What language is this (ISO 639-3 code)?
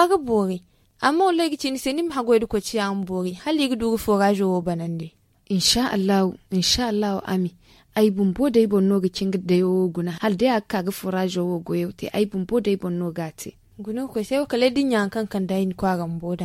dje